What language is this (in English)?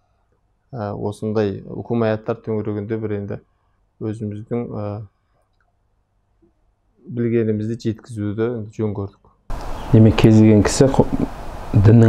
Kazakh